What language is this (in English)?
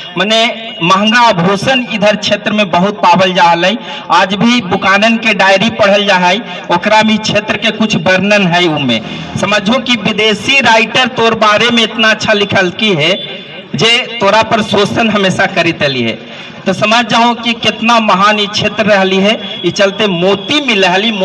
Magahi